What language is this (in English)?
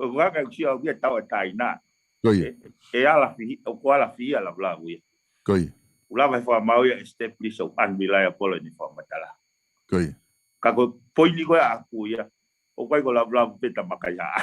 Tongan